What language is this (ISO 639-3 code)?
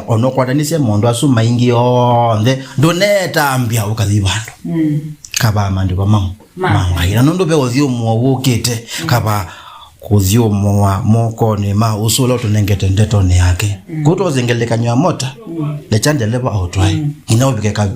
kam